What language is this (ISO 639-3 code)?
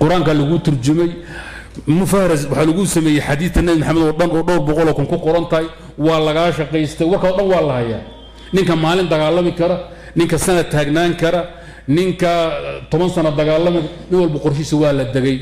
som